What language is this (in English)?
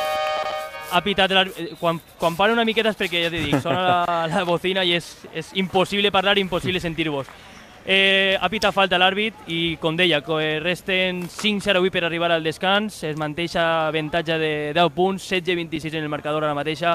Catalan